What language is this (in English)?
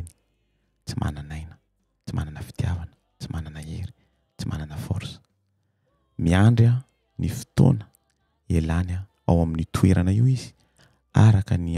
Malagasy